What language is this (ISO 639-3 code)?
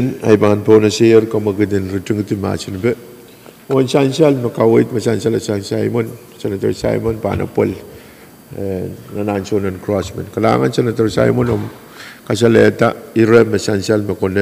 pon